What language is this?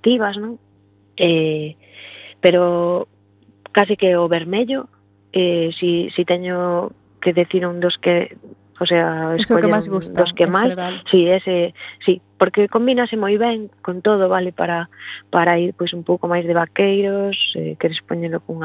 Galician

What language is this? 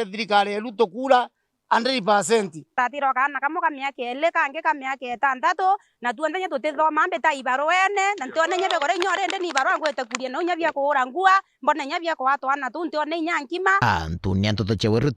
Meru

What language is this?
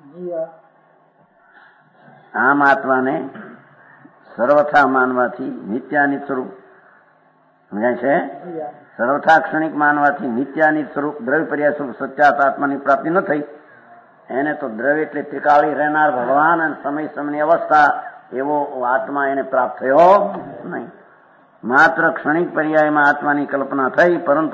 Gujarati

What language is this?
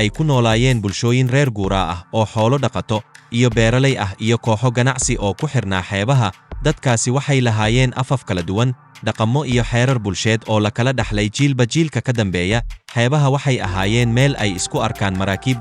Somali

